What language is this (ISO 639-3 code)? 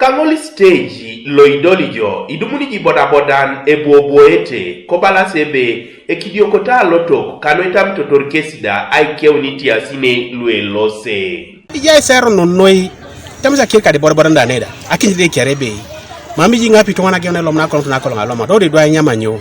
teo